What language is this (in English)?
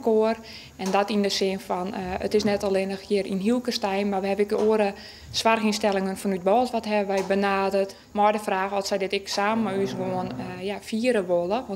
Western Frisian